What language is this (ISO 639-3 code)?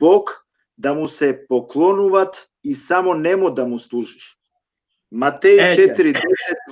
rmn